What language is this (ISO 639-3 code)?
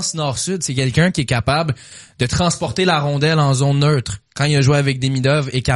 fra